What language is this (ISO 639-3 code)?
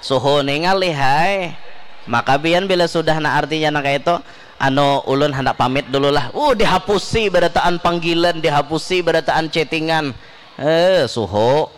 bjn